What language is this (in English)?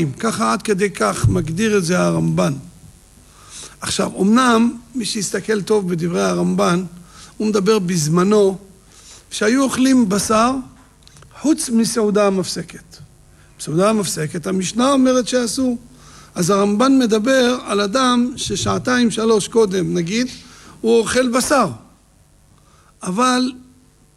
Hebrew